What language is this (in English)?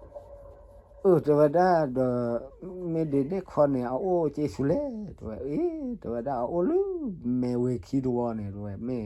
S'gaw Karen